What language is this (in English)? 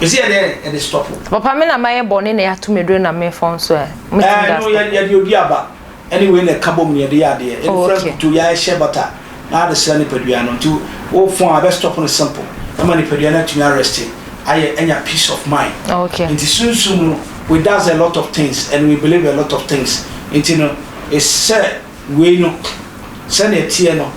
Akan